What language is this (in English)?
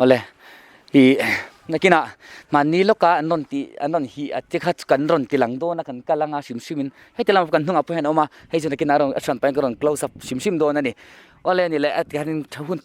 Mizo